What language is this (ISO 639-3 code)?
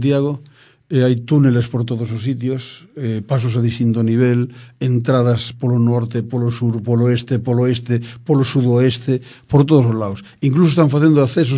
glg